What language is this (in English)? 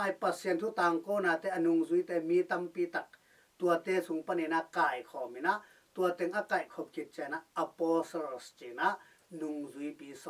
Tedim Chin